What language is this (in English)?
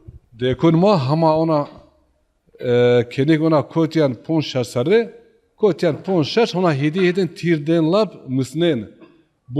Zaza